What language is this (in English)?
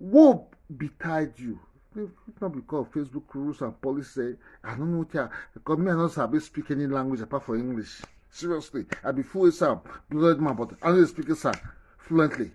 Nigerian Pidgin